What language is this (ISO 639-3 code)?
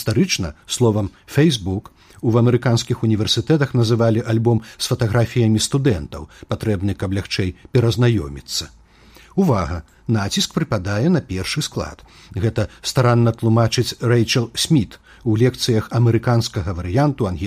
bel